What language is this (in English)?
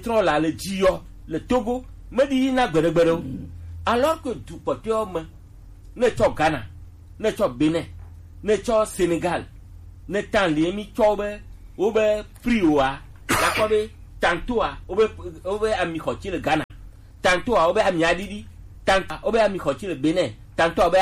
Gen